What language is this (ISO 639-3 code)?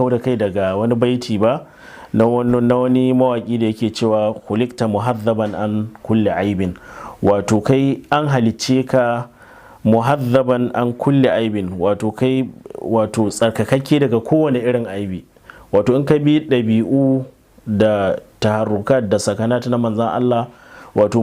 hau